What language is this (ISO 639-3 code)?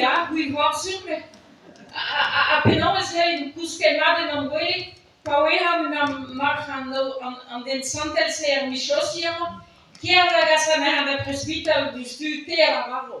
bre